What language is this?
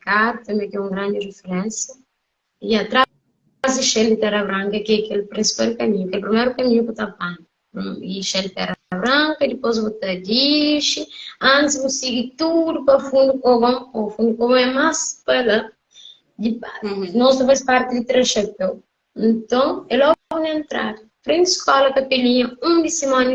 Kabuverdianu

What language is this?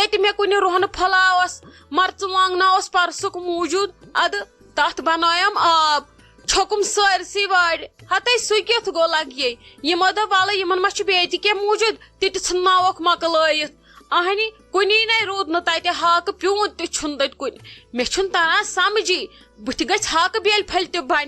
Kashmiri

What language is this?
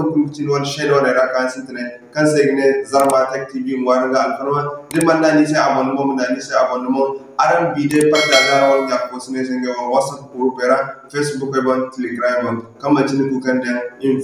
Zarma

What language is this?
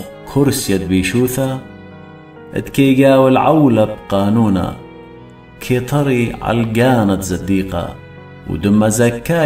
Assyrian Neo-Aramaic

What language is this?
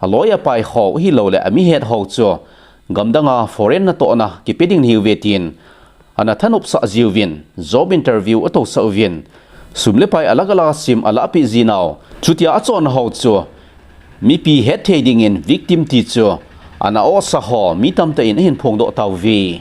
Thado Chin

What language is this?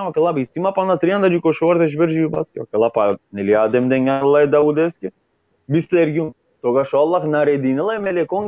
Balkan Romani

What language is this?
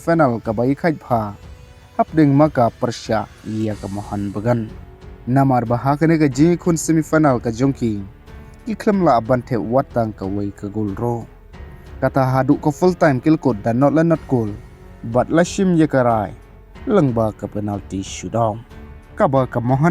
Khasi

